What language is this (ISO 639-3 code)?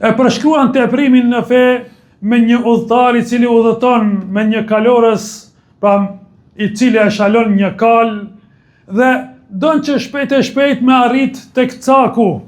sqi